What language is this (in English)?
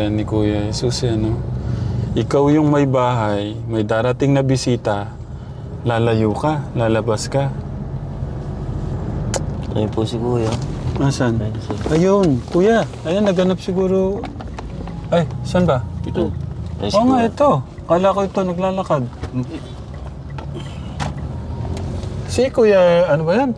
Filipino